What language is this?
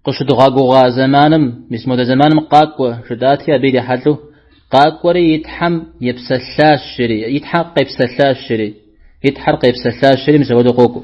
Kabardian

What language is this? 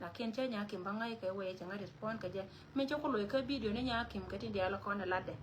Nuer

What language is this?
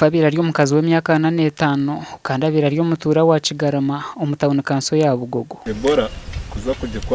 Nyankole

